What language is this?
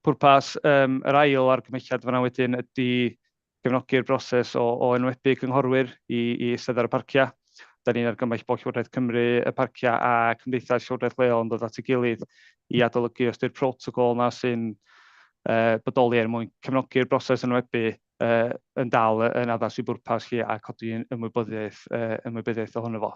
Welsh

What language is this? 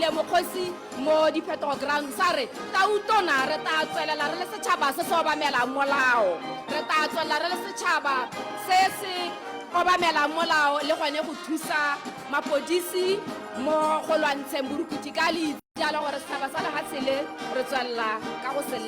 Tswana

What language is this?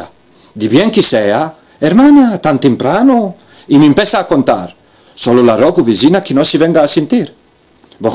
Ladino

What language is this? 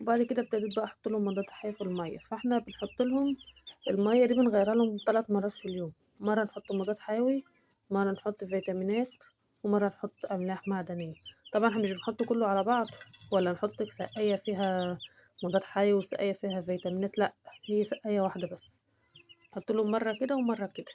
Egyptian Arabic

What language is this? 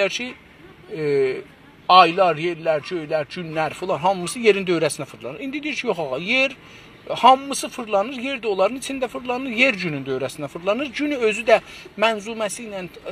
South Azerbaijani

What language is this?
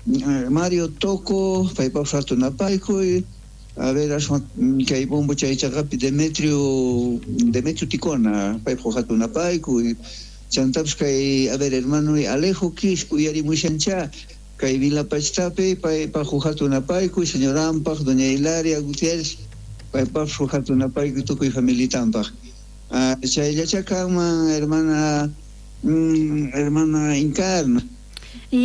South Bolivian Quechua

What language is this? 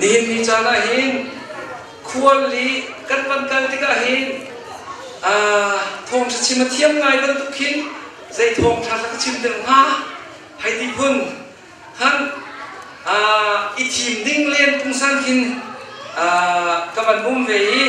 Hakha Chin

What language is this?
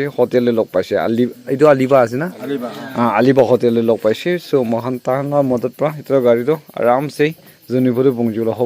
Naga Pidgin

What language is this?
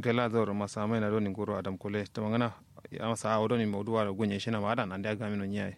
Kanuri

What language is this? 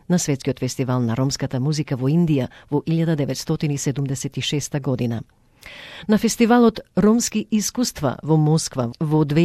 Macedonian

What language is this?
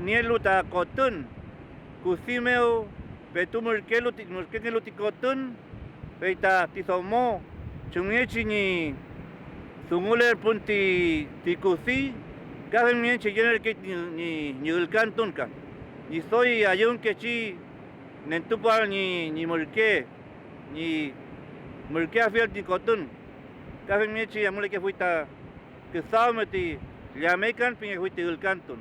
Mapuche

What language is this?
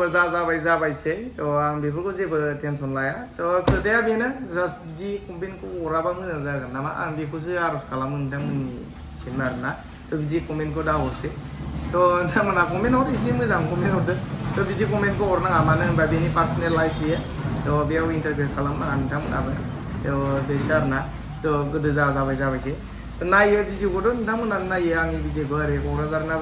Bodo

